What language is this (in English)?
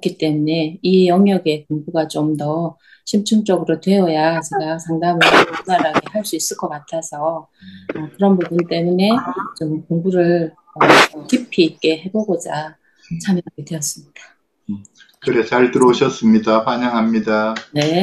Korean